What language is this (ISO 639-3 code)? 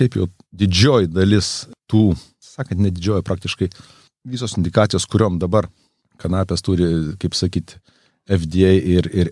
lit